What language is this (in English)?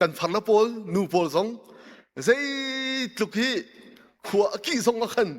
Hakha Chin